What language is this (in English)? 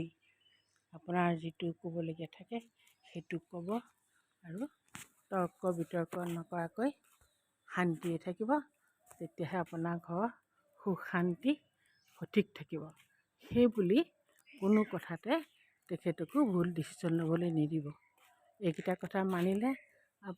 Assamese